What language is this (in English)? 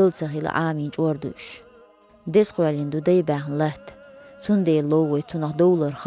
Chechen